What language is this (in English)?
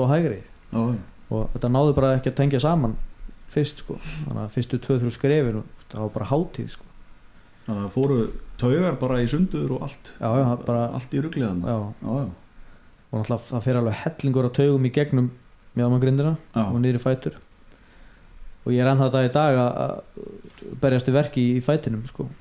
Icelandic